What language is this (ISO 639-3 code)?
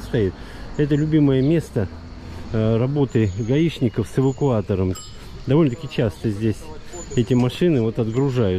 rus